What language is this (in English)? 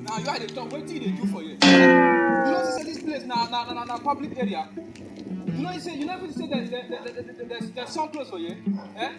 Nigerian Pidgin